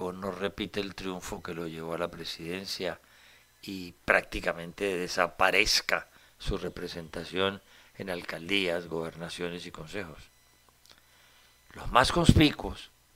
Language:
Spanish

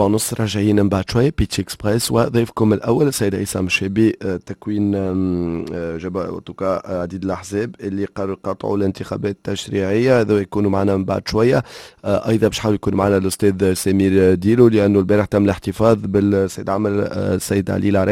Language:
Tunisian Arabic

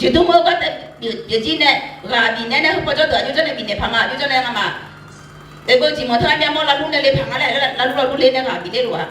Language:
Akha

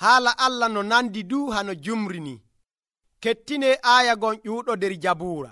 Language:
Nigerian Fulfulde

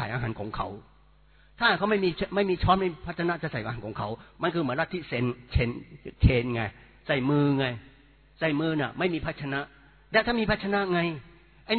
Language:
Thai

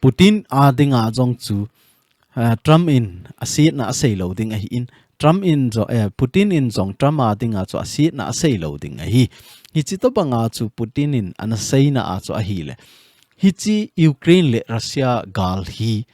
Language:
Thado Chin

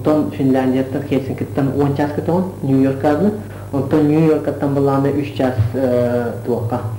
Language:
Yakut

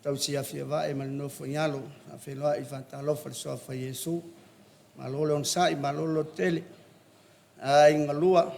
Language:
Samoan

